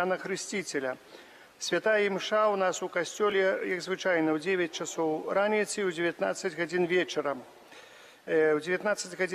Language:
Belarusian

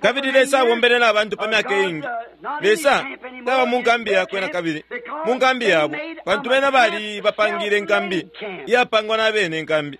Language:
Bemba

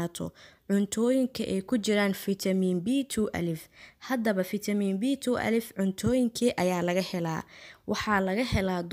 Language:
Somali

